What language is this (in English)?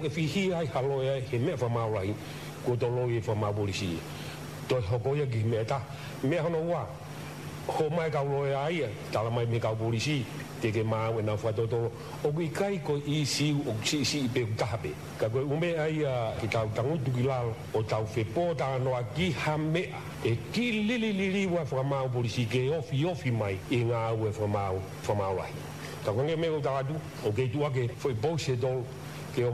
Tongan